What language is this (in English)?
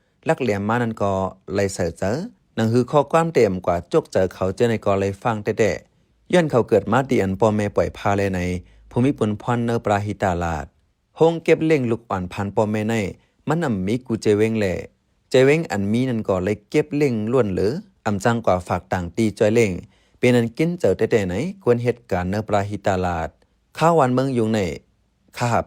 Shan